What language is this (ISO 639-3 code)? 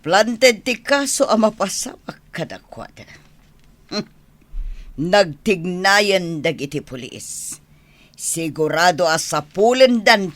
ilo